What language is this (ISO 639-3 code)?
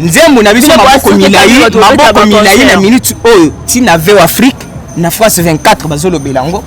lin